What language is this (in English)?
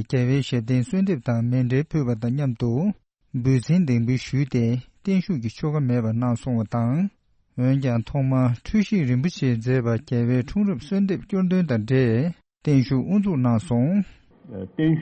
Tibetan